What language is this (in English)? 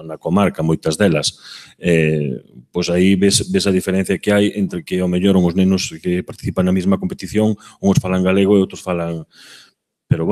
Galician